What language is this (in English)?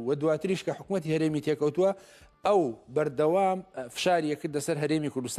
Central Kurdish